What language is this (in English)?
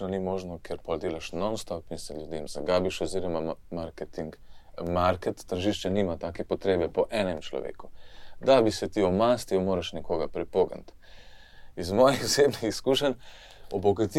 Slovenian